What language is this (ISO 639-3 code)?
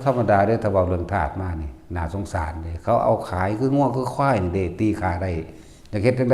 tts